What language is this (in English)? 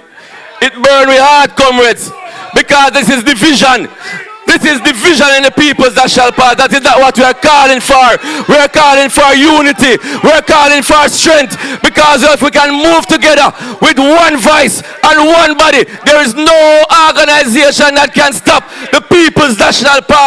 Jamaican Creole English